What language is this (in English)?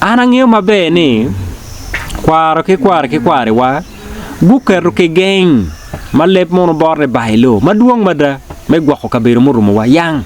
Acoli